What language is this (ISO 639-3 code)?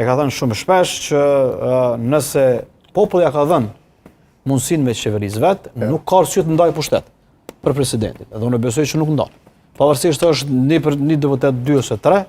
sqi